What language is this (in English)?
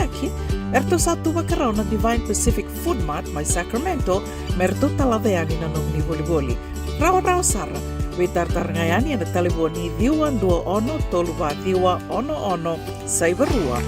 Fijian